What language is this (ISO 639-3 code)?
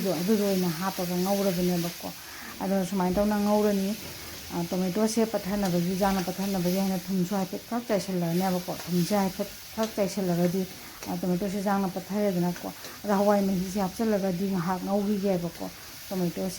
mni